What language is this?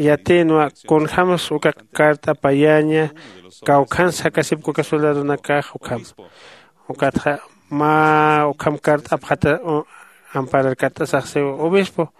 Aymara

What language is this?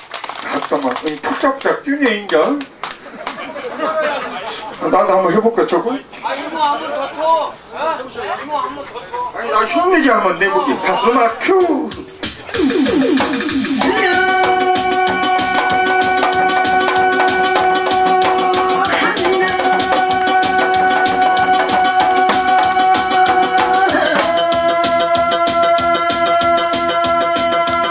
Korean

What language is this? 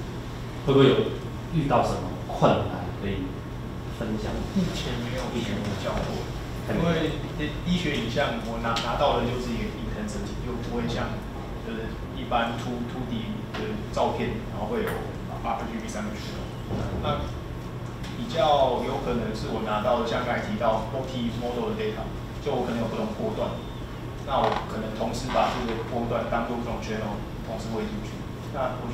Chinese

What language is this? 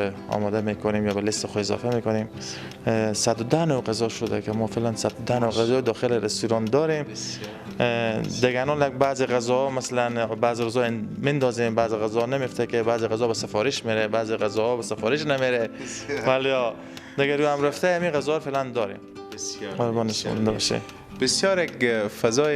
Persian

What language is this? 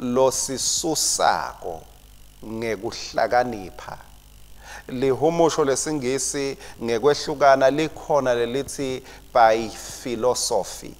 Swati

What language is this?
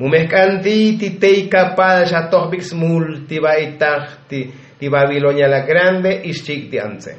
Tzotzil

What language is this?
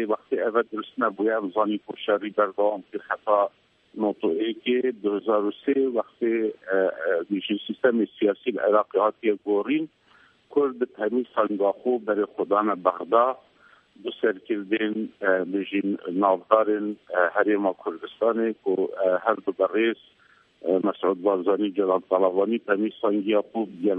Kurdish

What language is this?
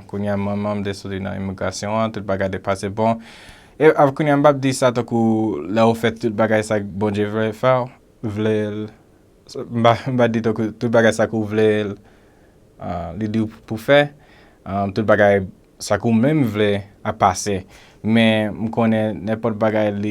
Haitian Creole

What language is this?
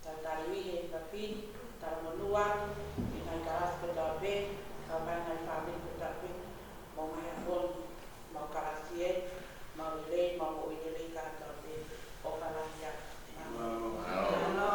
Tongan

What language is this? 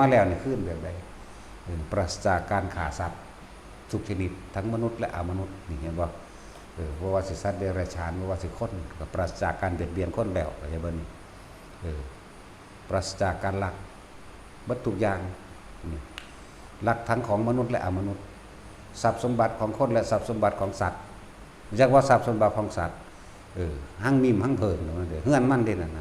Northeastern Thai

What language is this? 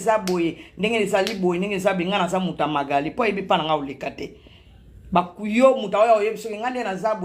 Lingala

